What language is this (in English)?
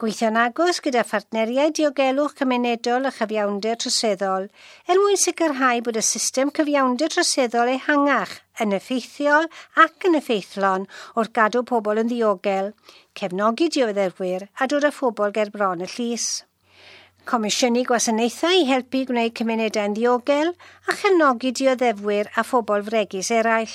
Welsh